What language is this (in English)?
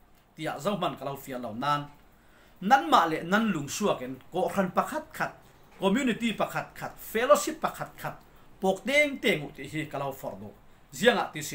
Falam Chin